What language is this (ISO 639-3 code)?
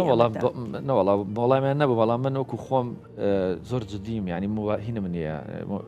ckb